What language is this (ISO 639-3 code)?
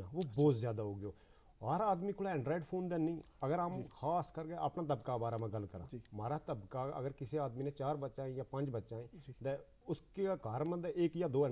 gju